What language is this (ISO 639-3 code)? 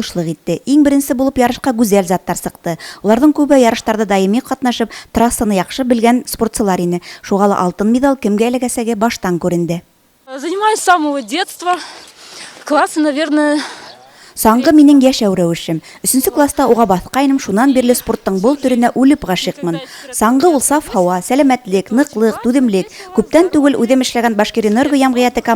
bak